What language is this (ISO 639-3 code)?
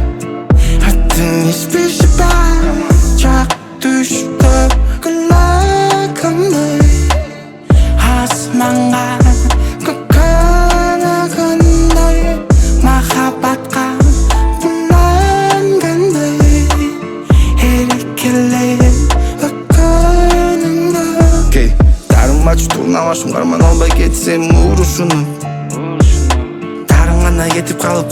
kaz